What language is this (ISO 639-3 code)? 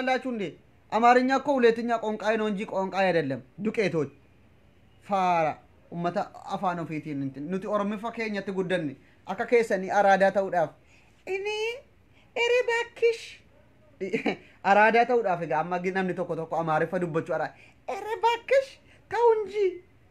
orm